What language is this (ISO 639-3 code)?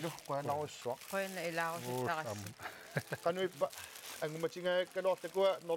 kal